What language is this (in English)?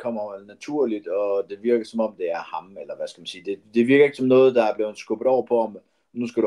Danish